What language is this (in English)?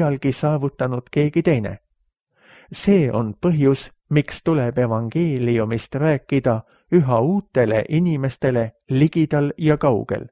Estonian